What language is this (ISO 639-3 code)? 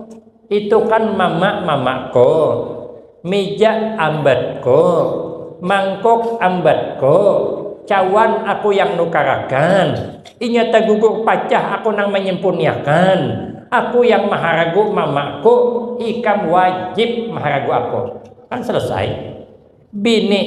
bjn